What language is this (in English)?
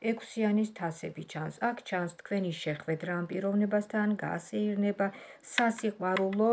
Georgian